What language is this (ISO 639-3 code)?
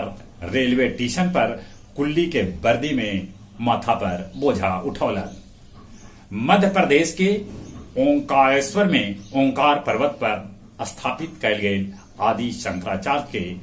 mag